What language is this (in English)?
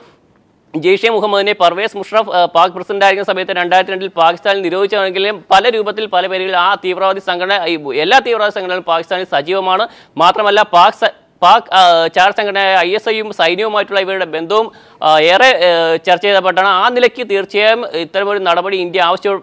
Malayalam